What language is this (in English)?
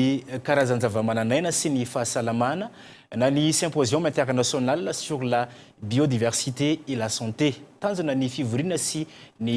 Malagasy